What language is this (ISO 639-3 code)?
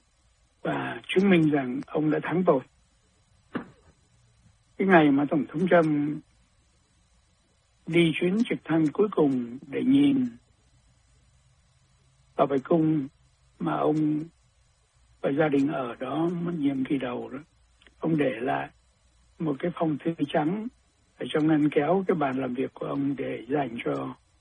vie